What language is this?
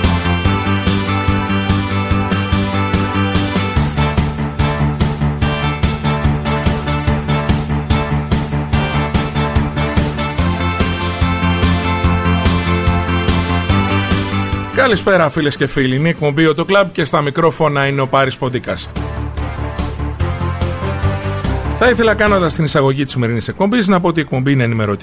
Greek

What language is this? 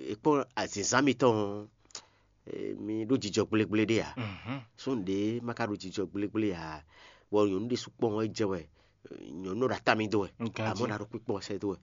Fon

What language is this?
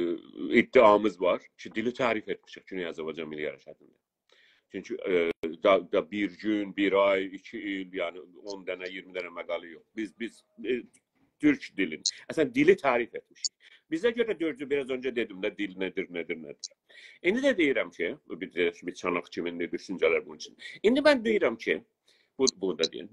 South Azerbaijani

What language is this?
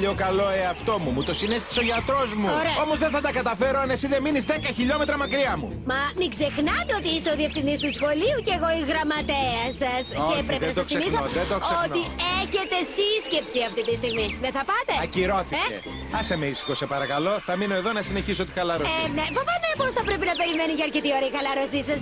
Greek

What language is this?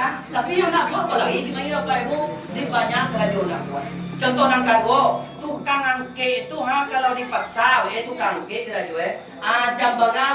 Minangkabau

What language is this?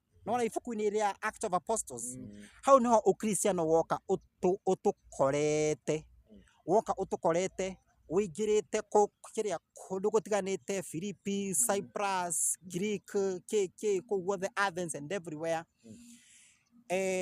Kikuyu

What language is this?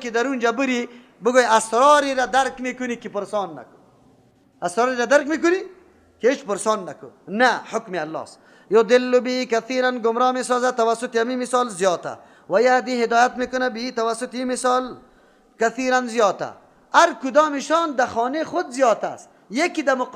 Persian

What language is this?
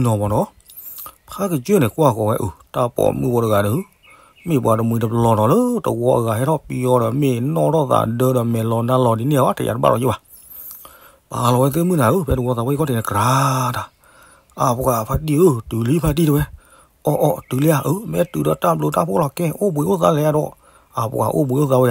S'gaw Karen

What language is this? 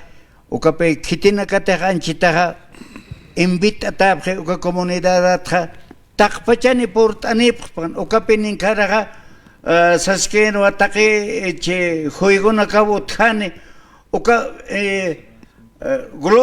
Aymara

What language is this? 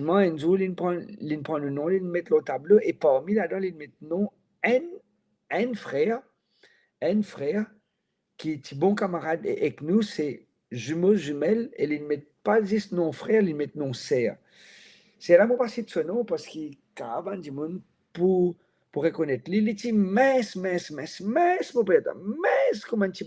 Morisyen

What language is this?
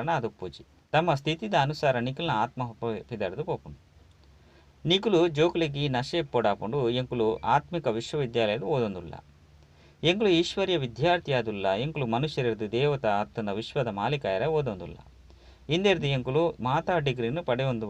Tulu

